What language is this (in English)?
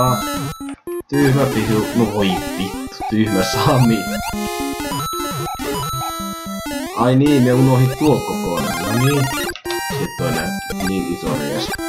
Finnish